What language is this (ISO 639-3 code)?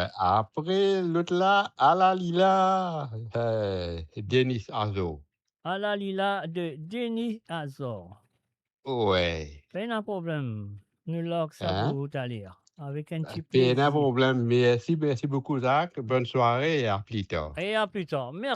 mfe